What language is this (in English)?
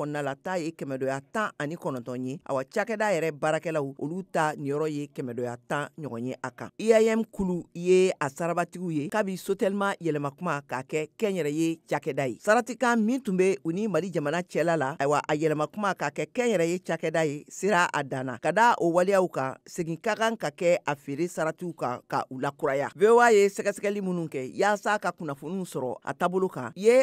Bambara